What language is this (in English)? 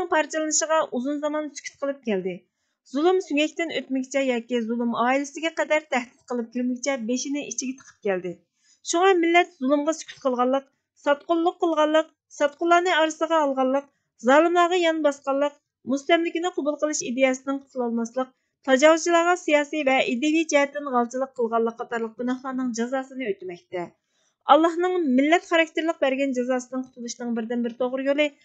Uyghur